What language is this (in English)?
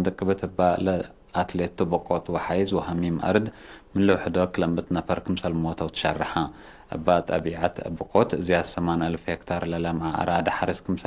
Tigre